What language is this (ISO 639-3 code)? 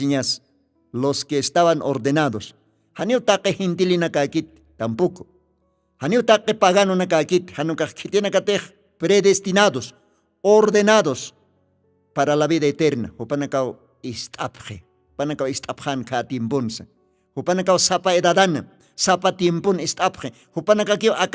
aym